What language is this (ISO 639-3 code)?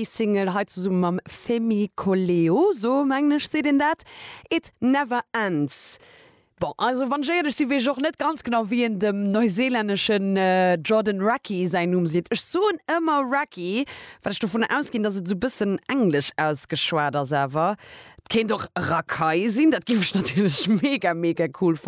ltz